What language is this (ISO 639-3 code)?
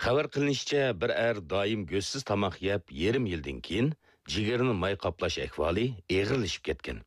uig